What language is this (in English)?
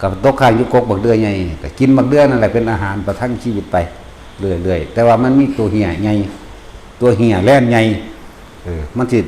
Northeastern Thai